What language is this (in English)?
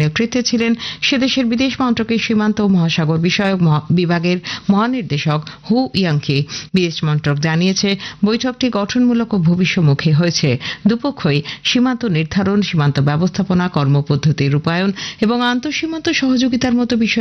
Bangla